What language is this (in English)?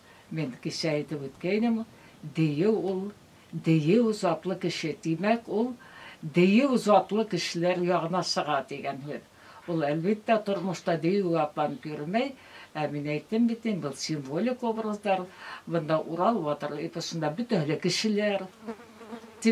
Bashkir